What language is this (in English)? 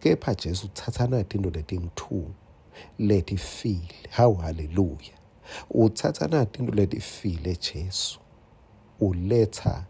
Swati